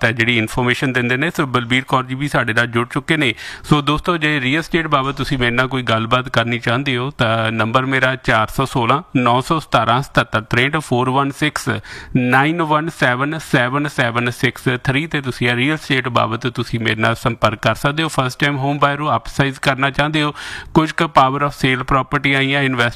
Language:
Punjabi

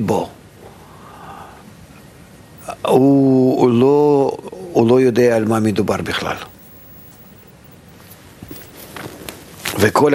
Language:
Hebrew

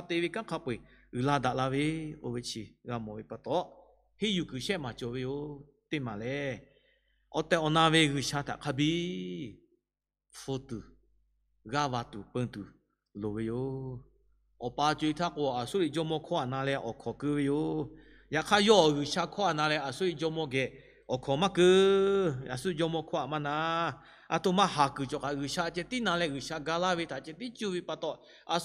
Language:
Lahu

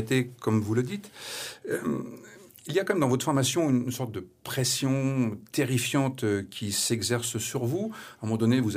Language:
French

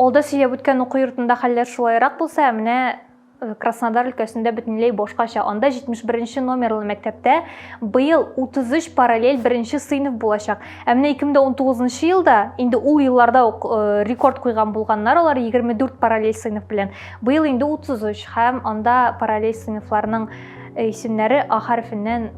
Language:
Tatar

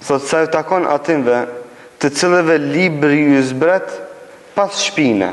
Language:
Albanian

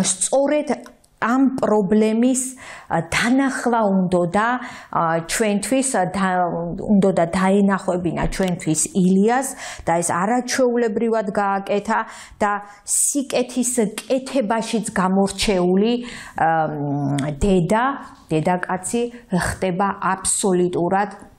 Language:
Georgian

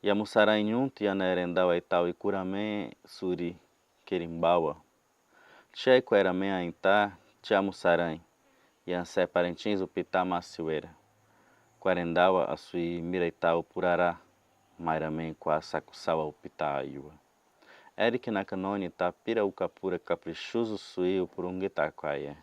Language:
Nheengatu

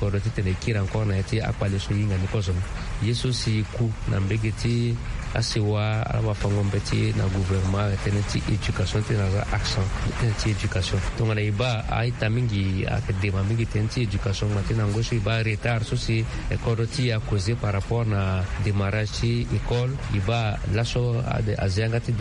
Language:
Sango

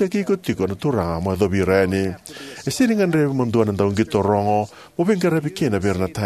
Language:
Fijian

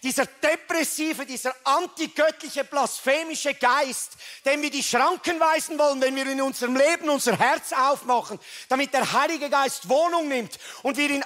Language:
Swiss German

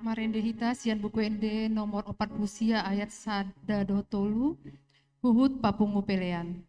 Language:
Batak Toba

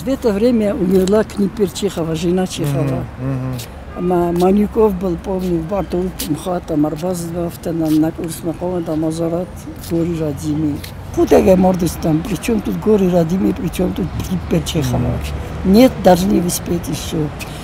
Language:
Ossetic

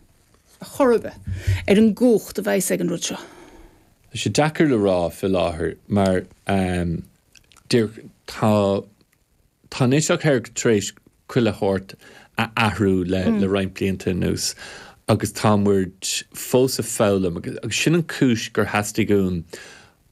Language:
Irish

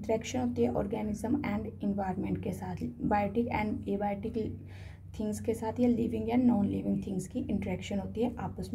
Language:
Hindi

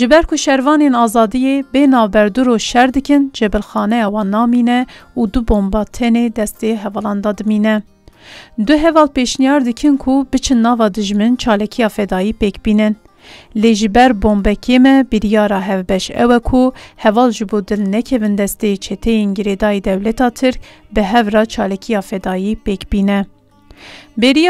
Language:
Kurdish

